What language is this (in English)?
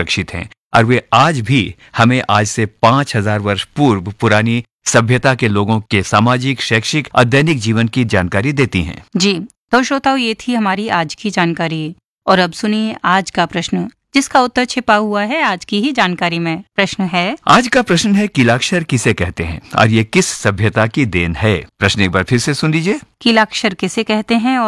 Hindi